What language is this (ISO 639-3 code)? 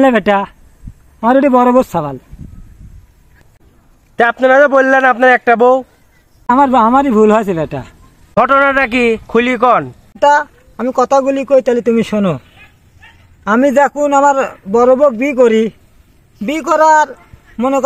ben